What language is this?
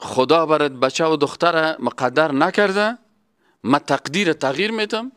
Persian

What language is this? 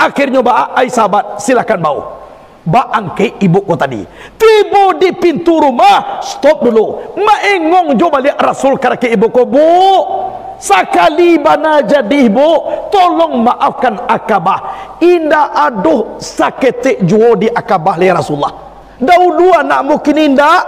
Minangkabau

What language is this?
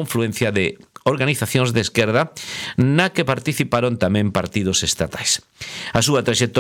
Galician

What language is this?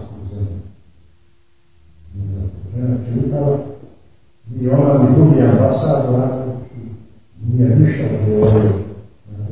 Croatian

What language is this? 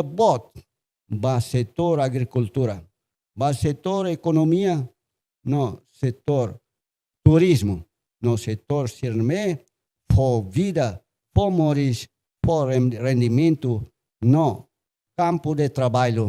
Tetum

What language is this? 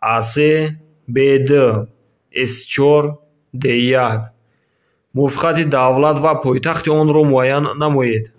Tajik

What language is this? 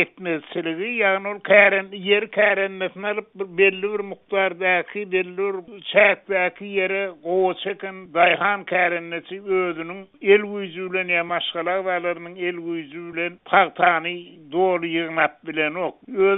Turkmen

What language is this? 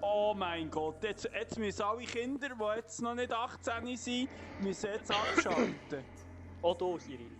Swiss German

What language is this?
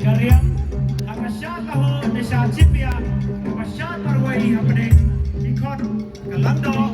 Khasi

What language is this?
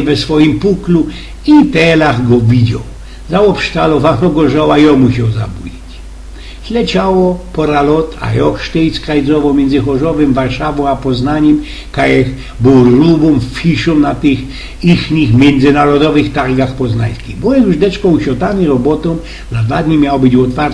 Silesian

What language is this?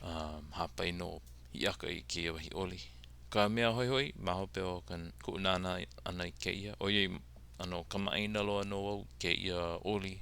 Hawaiian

